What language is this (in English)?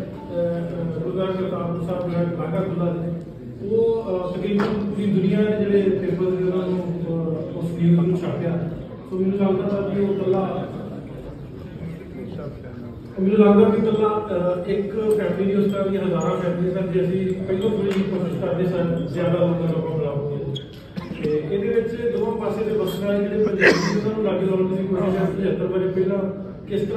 Punjabi